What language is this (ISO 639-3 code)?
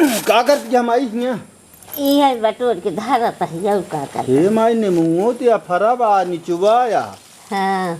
awa